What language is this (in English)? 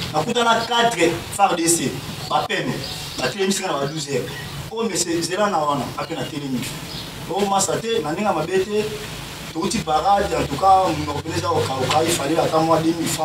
Lingala